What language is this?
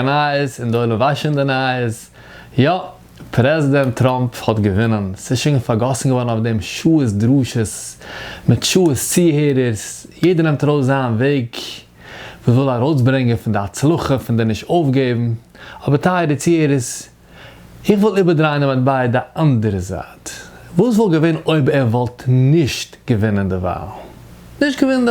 Yiddish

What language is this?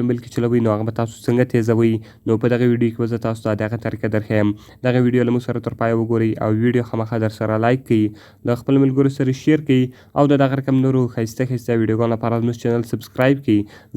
Pashto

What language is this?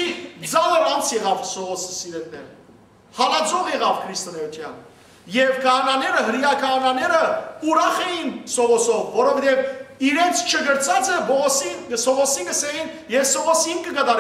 Western Armenian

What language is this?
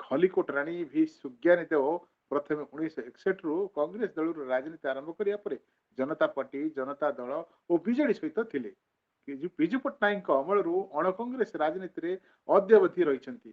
Odia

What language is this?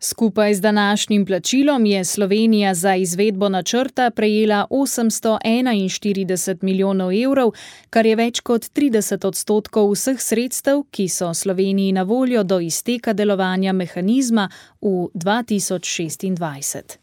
Slovenian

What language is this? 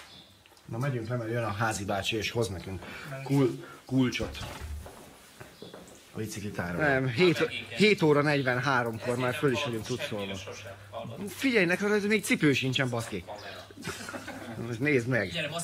Hungarian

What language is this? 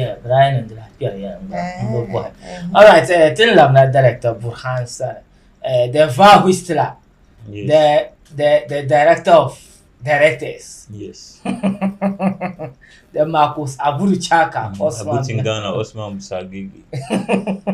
Dagbani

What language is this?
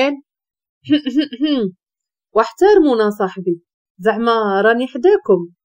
Moroccan Arabic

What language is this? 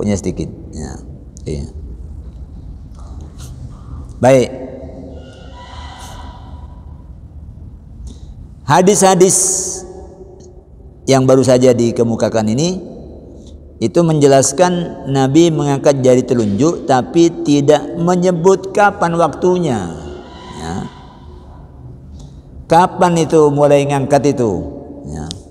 Indonesian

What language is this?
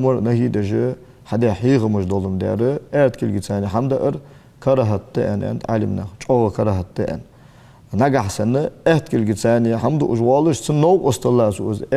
Ingush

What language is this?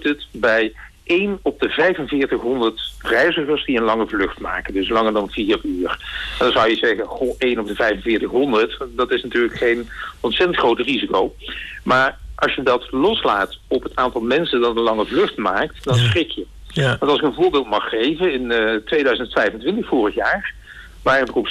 Dutch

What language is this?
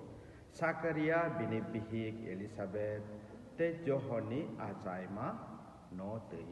Kok Borok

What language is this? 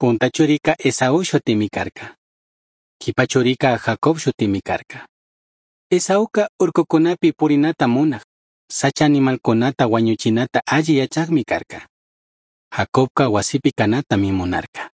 Chimborazo Highland Quichua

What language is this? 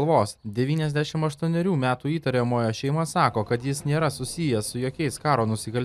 Lithuanian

